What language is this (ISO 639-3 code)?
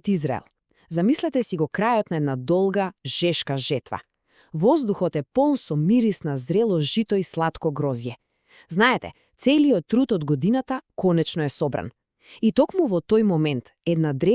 mkd